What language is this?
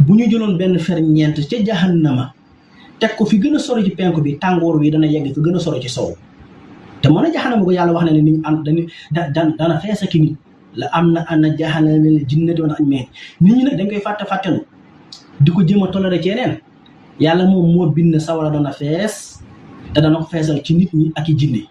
Wolof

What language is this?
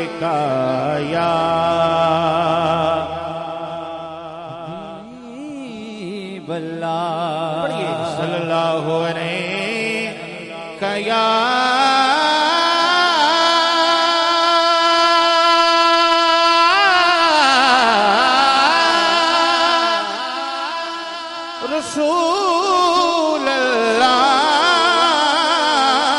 Urdu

